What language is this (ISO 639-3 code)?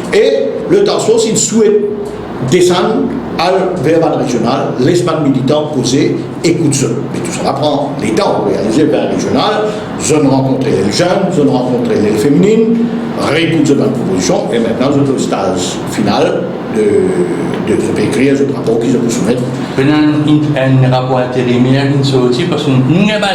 mfe